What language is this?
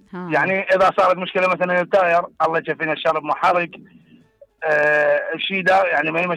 Mesopotamian Arabic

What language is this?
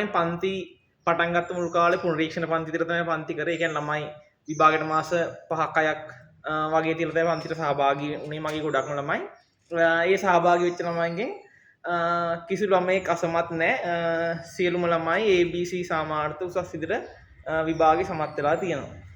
Sinhala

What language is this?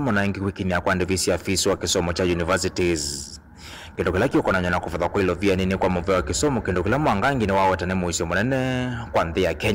Kamba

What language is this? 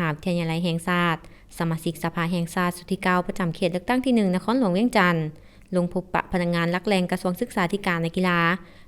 Lao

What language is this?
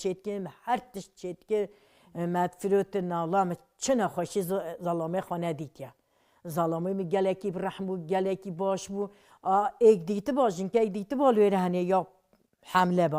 Kurdish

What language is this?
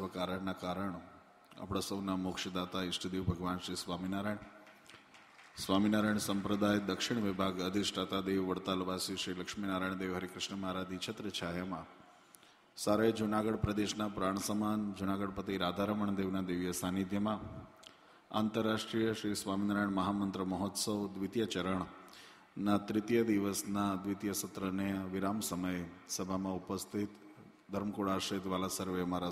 Gujarati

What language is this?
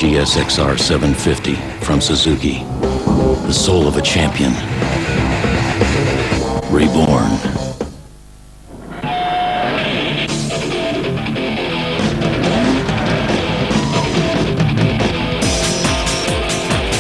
Dutch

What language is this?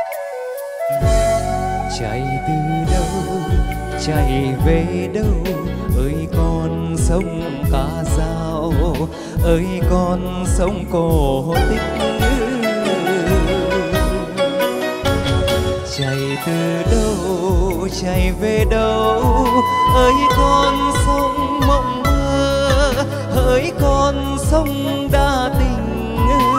Vietnamese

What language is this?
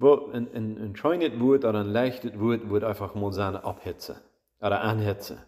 Plautdietsch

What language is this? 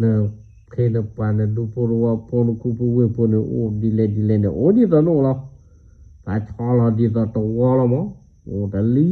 S'gaw Karen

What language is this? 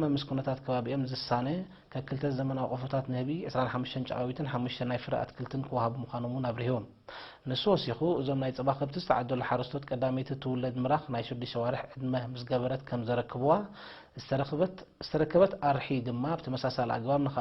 Tigrinya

